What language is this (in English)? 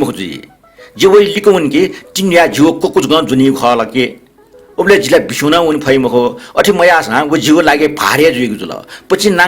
Newari